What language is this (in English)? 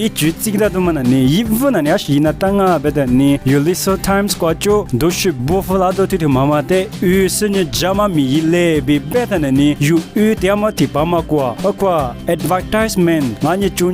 Lisu